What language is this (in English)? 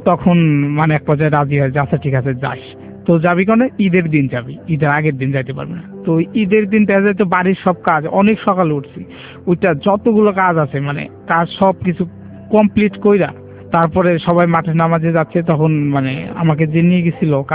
Bangla